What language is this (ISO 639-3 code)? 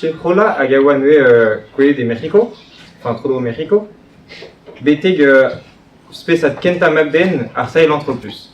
bre